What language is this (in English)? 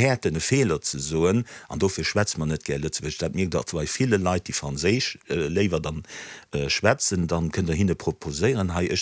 Luxembourgish